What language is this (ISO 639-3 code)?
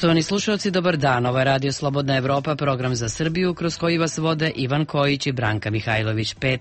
srp